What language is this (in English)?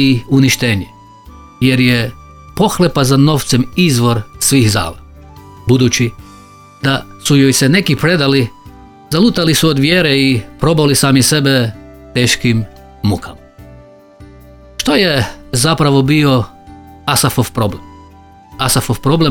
Croatian